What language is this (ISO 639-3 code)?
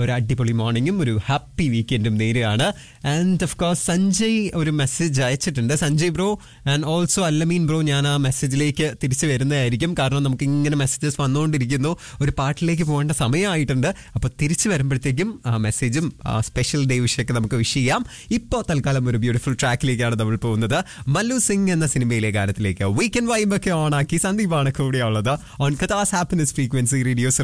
mal